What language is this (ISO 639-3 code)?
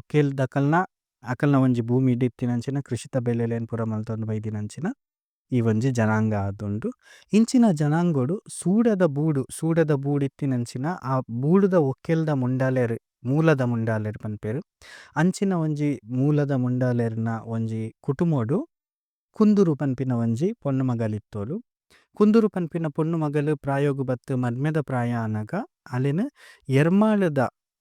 tcy